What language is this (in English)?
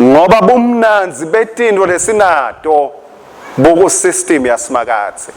Swati